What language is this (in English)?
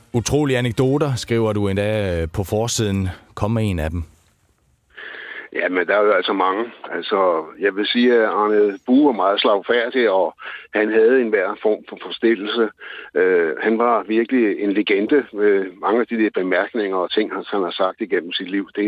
Danish